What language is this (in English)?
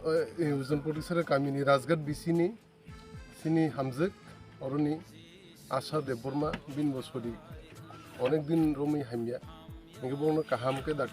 Kok Borok